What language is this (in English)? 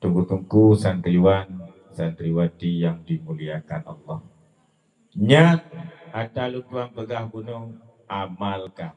Achinese